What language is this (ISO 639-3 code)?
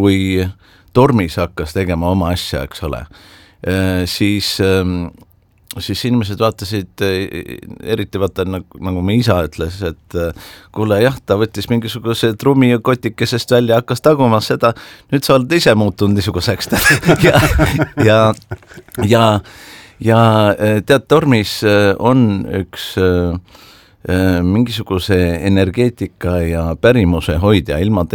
est